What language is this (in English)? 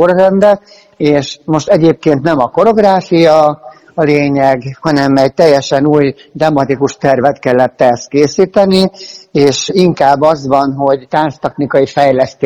Hungarian